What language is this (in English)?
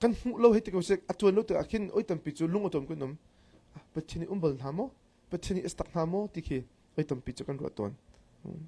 Hakha Chin